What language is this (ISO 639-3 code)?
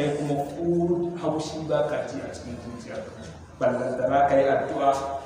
hau